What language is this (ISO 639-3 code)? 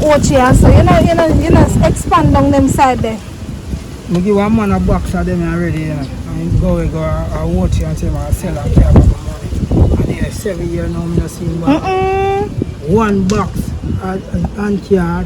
jam